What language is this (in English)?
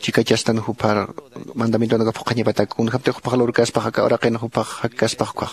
Aymara